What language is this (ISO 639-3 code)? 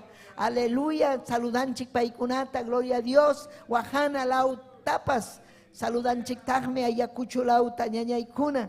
quy